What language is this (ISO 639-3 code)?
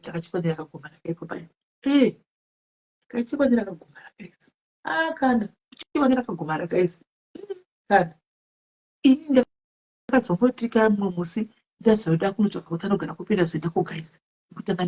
sna